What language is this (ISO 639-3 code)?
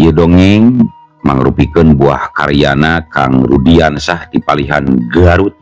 sun